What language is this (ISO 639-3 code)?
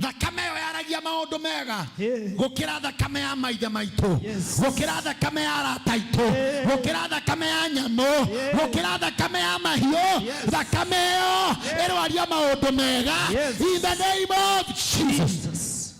kik